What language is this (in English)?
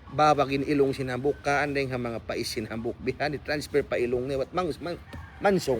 Tausug